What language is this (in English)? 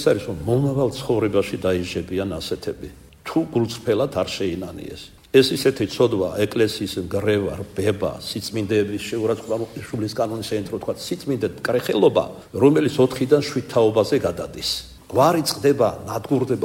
Georgian